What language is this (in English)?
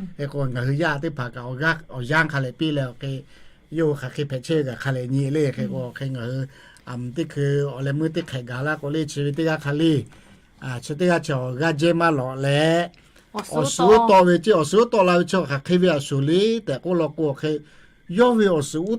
Lahu